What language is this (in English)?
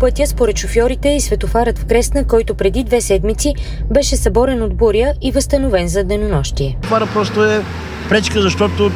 Bulgarian